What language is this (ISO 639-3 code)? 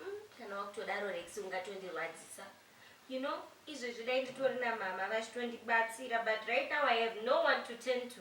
sna